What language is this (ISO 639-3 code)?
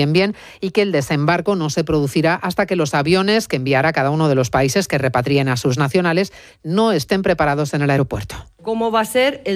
spa